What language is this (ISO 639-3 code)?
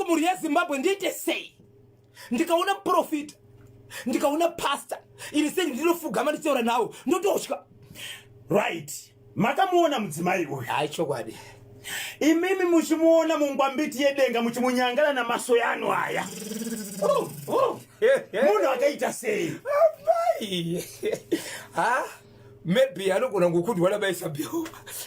sna